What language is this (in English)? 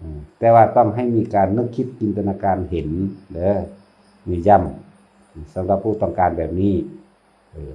Northeastern Thai